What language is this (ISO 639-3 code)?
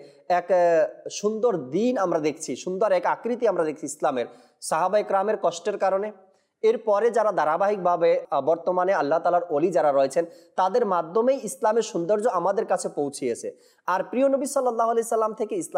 ben